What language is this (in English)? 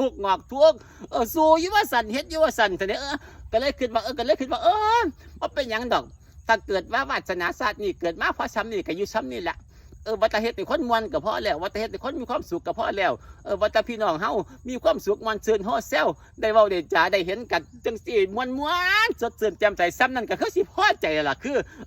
Northeastern Thai